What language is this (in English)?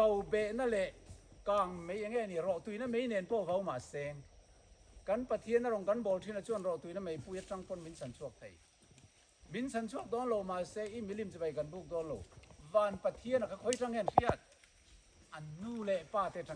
Mizo